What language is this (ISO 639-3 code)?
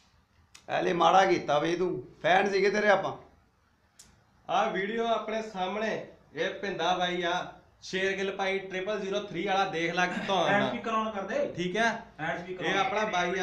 pan